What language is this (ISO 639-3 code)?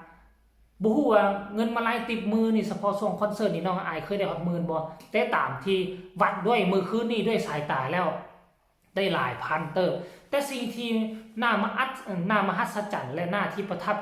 lao